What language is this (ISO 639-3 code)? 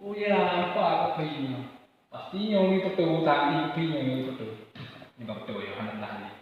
ace